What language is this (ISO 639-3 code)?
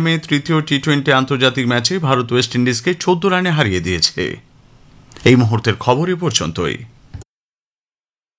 ben